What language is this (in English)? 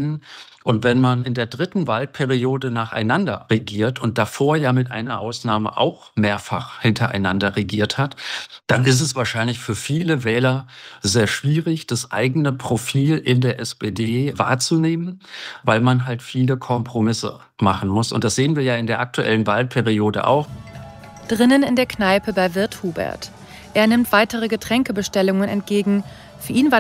German